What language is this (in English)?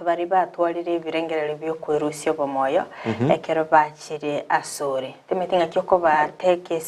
Gusii